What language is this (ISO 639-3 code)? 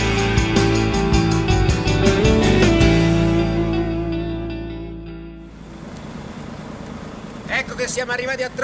ita